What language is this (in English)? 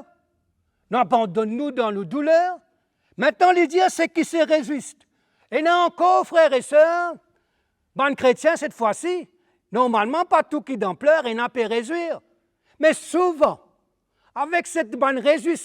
Morisyen